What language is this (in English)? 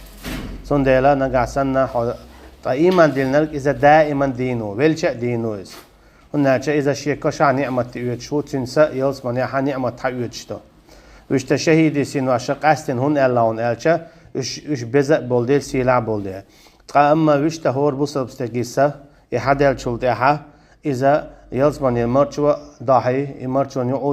Chechen